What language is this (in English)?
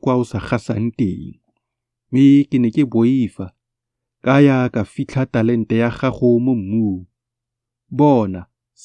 Tswana